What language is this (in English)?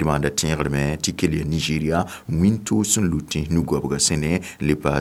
Mossi